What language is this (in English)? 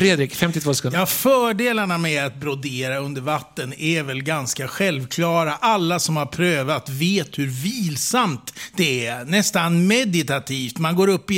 Swedish